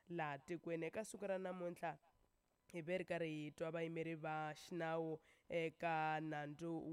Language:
Tsonga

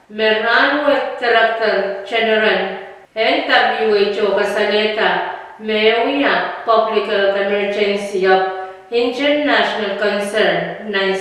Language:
Pohnpeian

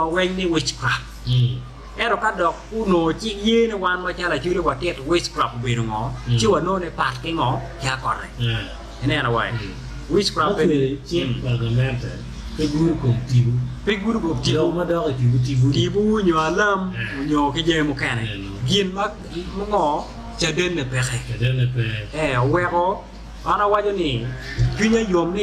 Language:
Acoli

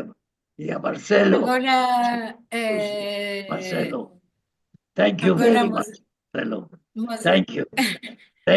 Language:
Ladino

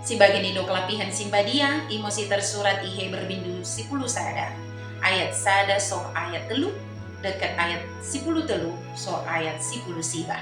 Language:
Batak Dairi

